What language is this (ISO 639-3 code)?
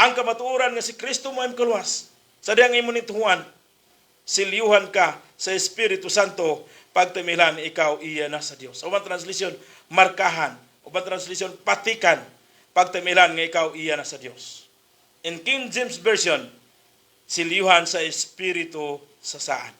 ceb